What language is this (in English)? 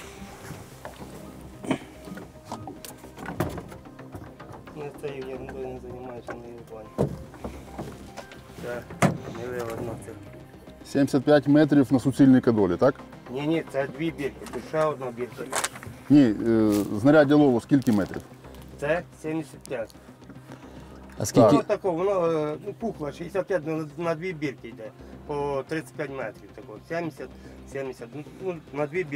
Ukrainian